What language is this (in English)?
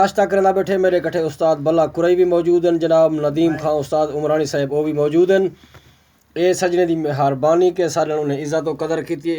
Saraiki